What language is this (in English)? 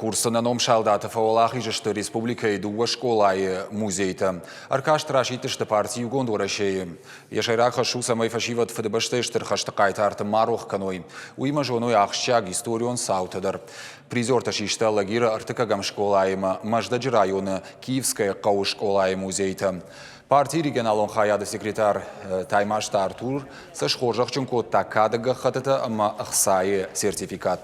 Ossetic